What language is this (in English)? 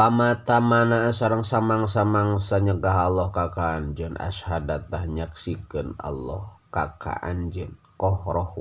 Sundanese